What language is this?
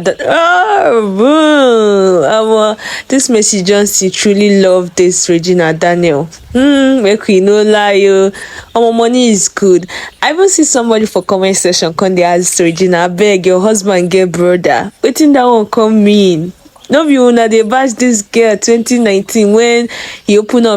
Nigerian Pidgin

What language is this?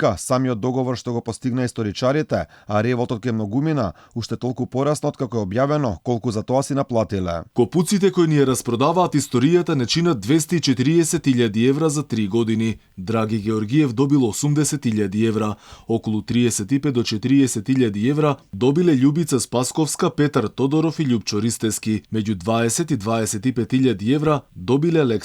Macedonian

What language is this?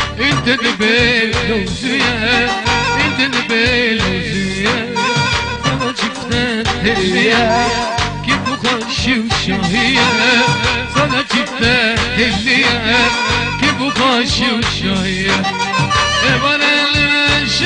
Kurdish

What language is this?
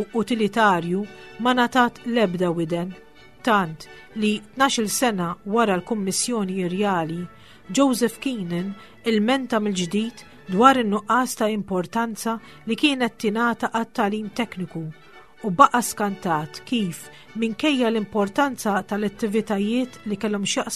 Maltese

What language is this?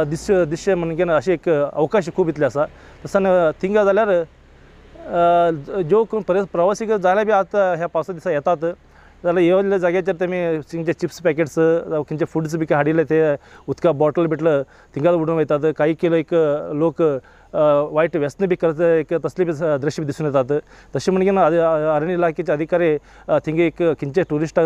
Konkani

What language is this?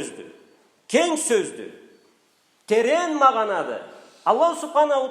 Karachay-Balkar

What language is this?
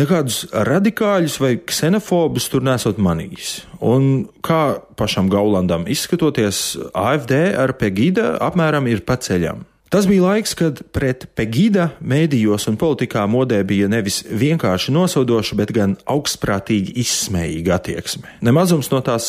Latvian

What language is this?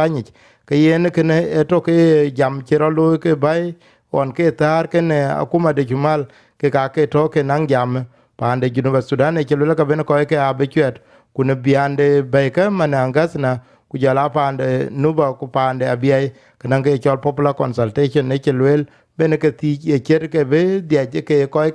Dinka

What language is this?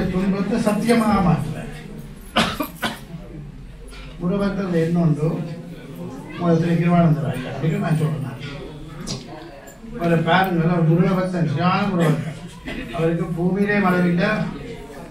Tamil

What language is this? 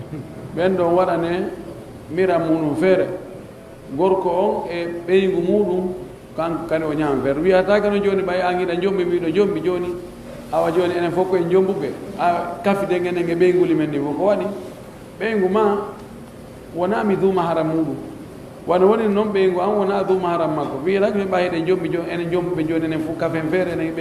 Pular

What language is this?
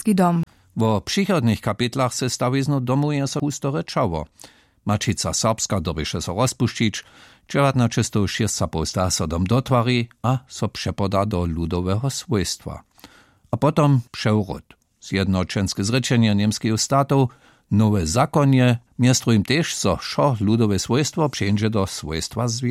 Upper Sorbian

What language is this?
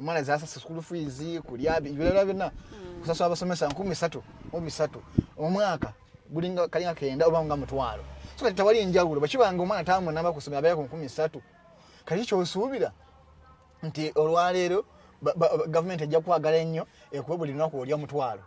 Ganda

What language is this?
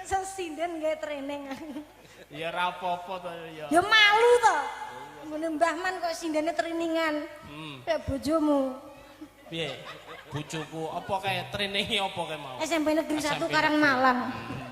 Javanese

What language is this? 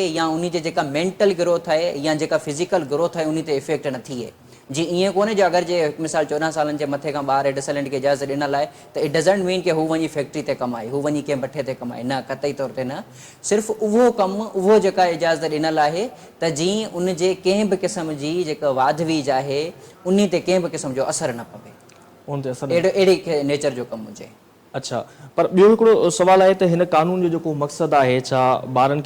Sindhi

